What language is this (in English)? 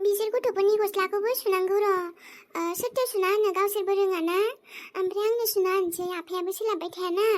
Bodo